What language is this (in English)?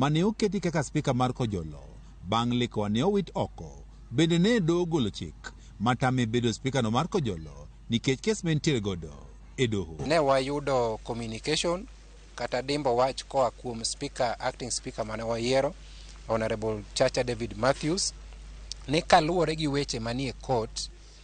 Luo (Kenya and Tanzania)